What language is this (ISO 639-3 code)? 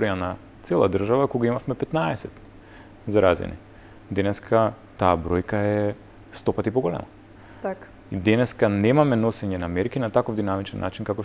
mkd